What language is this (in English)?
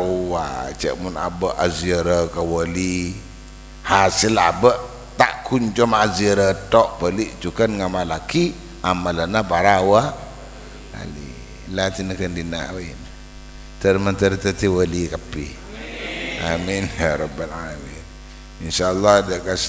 Madurese